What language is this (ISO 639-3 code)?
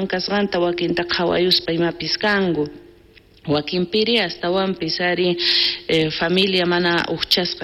quh